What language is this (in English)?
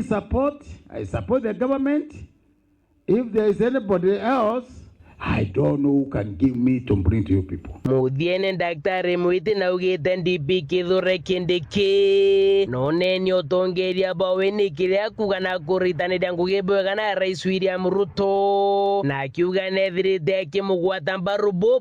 Meru